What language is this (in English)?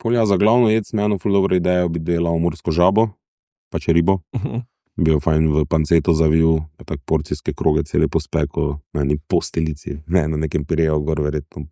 Slovenian